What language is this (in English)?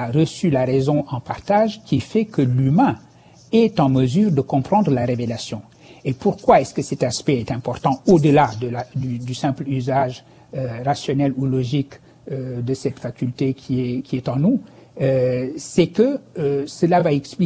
French